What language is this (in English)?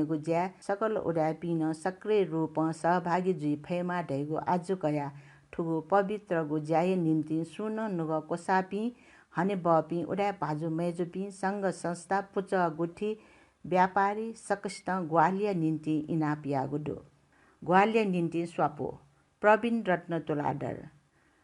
Newari